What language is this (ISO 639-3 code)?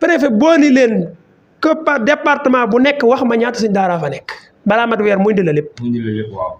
wol